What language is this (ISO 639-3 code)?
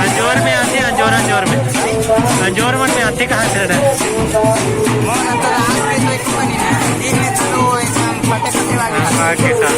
hne